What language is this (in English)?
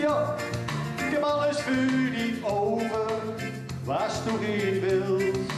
Gronings